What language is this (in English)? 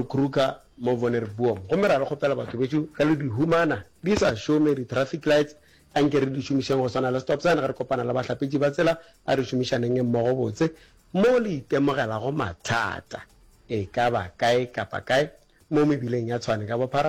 Northern Sotho